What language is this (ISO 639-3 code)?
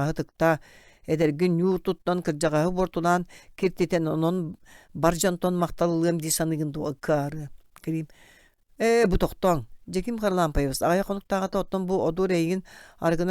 sah